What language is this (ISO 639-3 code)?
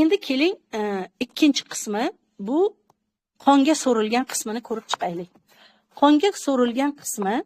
uzb